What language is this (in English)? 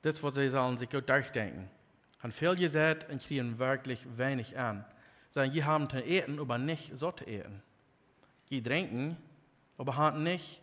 Plautdietsch